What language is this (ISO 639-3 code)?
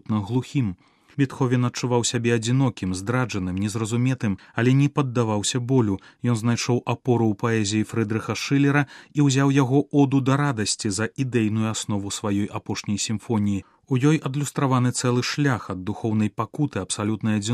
bel